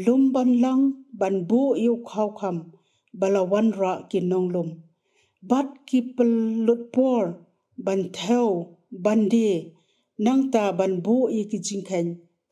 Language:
Khasi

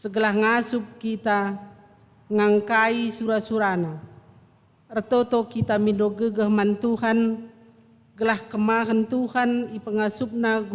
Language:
Batak Karo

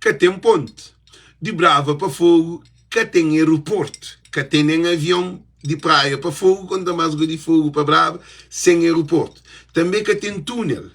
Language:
Kabuverdianu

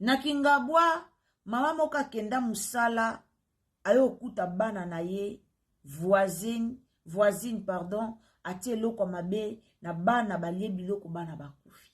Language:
Lingala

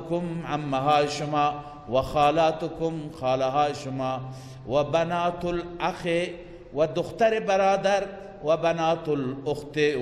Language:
Persian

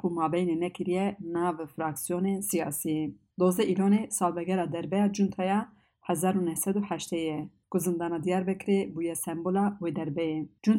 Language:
Kurdish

